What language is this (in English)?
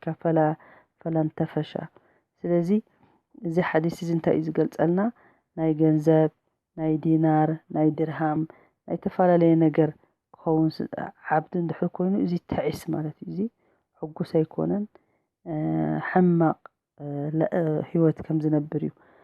Tigrinya